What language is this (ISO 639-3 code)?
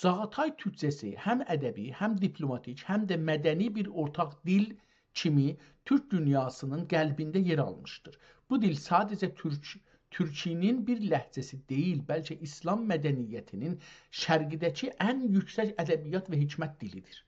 azb